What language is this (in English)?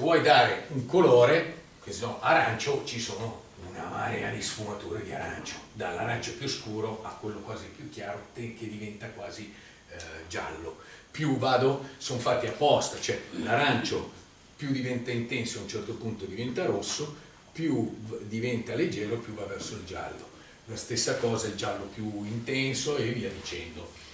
Italian